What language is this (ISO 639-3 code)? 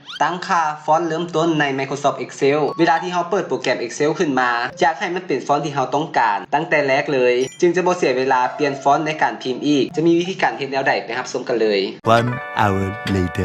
lao